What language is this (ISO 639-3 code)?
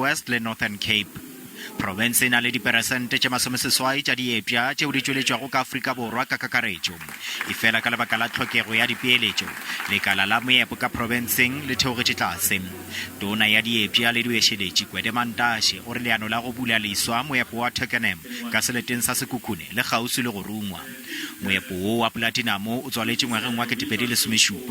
nso